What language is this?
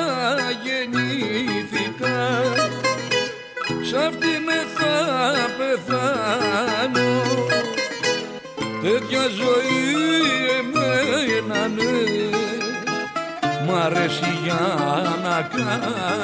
Greek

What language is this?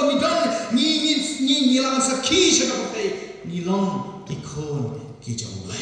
Khasi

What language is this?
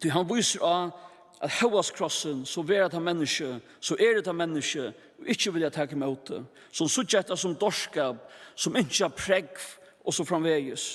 Faroese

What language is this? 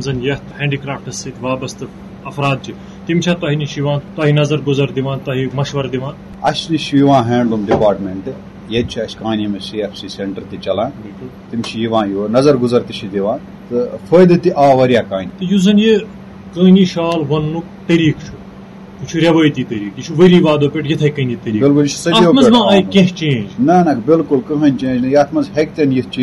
Kashmiri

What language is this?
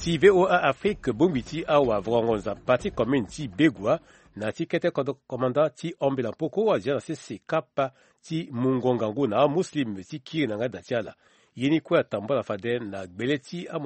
Sango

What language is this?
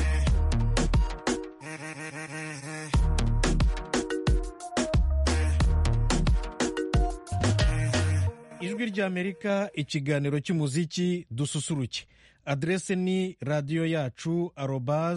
Kinyarwanda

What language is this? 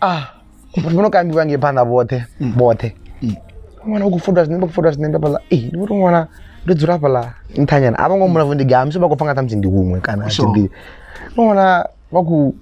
Venda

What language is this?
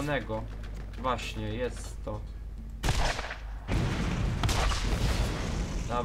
Polish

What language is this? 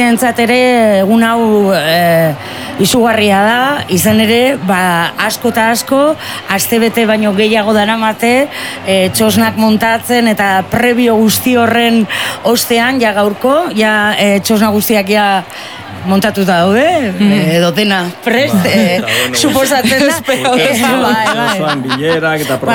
Basque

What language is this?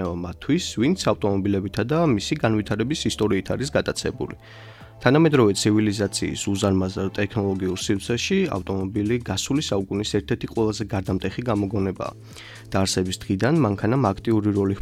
Georgian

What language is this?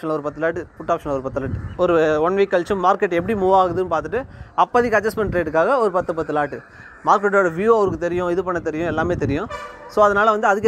Tamil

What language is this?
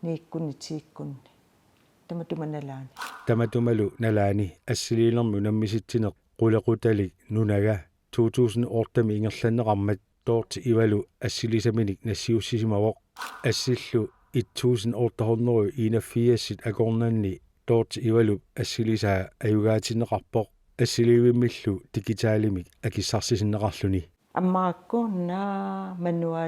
Kalaallisut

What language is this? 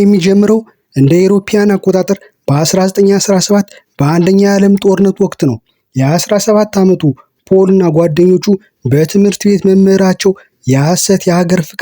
Amharic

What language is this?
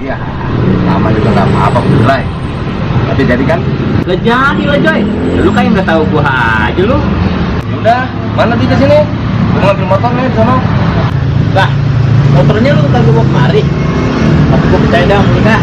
Betawi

